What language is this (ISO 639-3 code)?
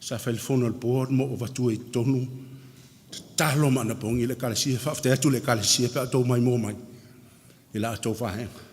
smo